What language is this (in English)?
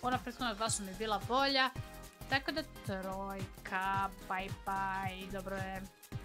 Croatian